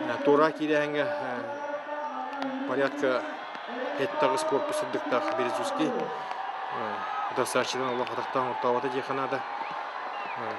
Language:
Yakut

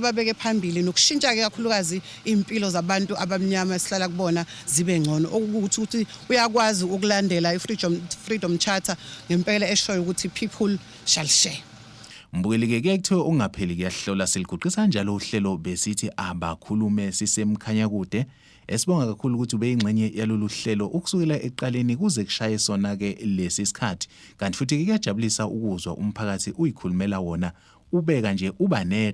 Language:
Zulu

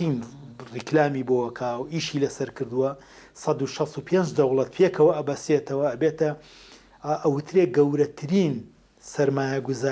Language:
Central Kurdish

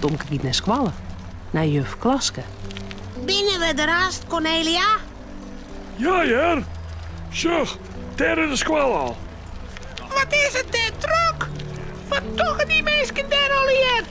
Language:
Western Frisian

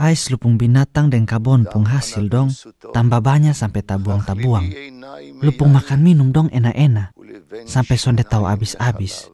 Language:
Kupang Malay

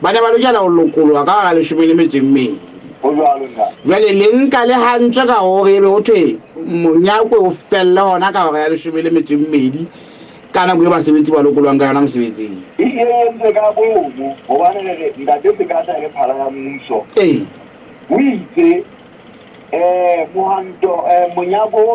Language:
Southern Sotho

